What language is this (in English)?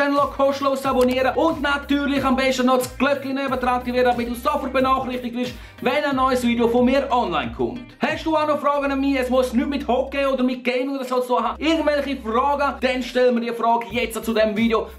Swiss German